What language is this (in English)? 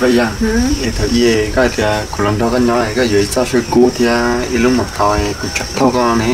Hmong